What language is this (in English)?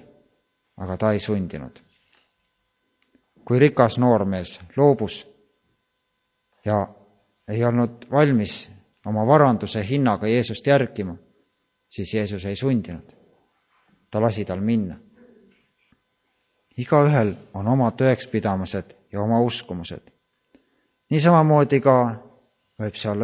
Estonian